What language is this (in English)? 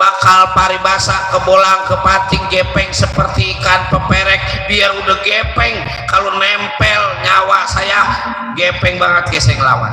Betawi